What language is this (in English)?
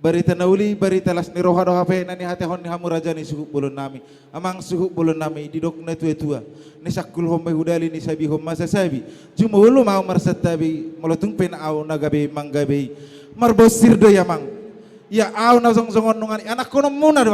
Batak Toba